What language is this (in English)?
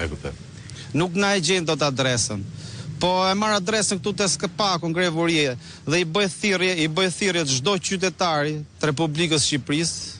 Albanian